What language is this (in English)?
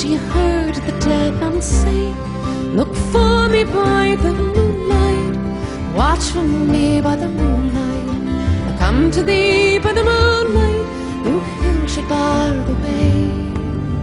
English